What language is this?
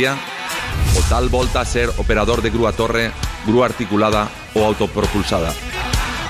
Catalan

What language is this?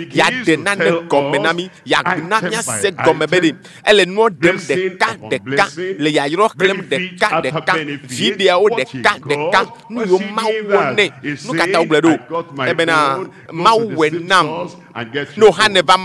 Ewe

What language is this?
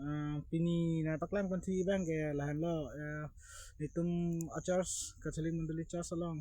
Karbi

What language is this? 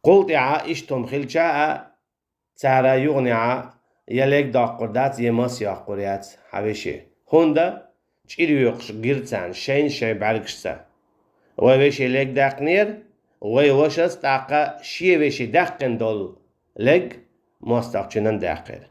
Chechen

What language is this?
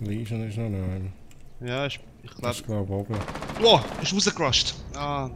Swiss German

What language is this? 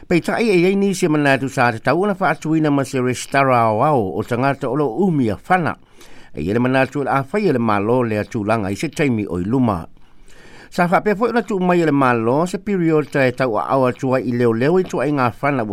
Samoan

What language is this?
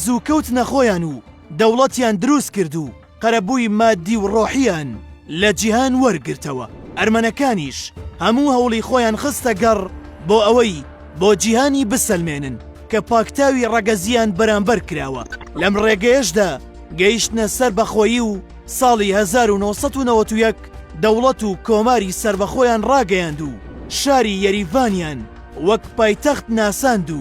Central Kurdish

